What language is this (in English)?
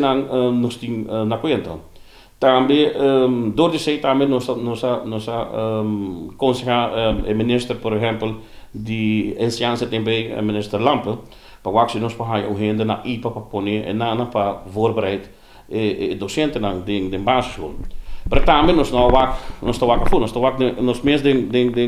Papiamento